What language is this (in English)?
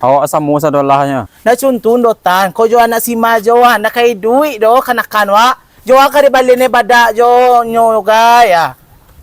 Minangkabau